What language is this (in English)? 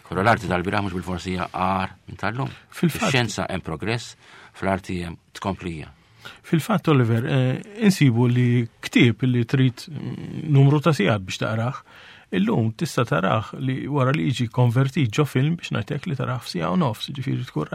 Maltese